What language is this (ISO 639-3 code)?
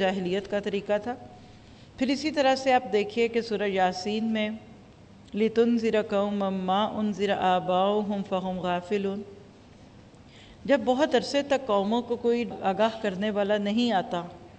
urd